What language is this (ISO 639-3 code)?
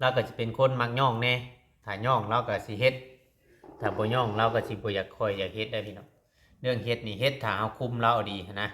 lao